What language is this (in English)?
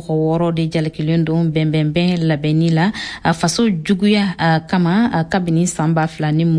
Bambara